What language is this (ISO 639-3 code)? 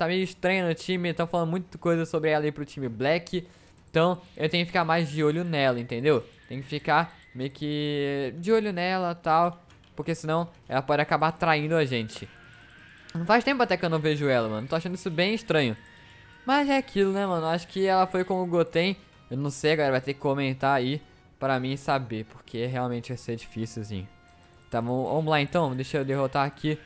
por